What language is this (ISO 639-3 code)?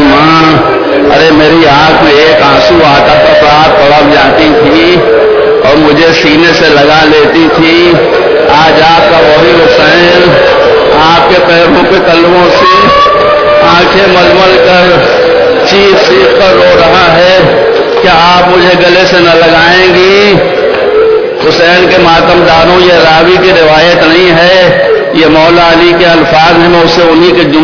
urd